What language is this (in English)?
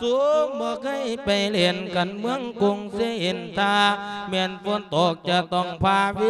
Lao